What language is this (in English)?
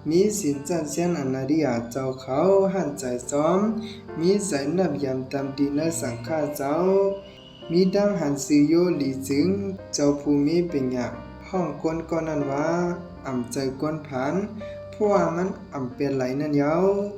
Shan